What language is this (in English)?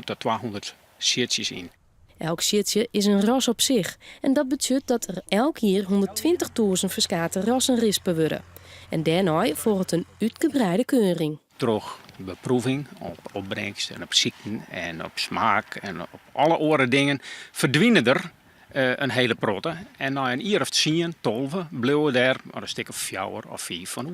Western Frisian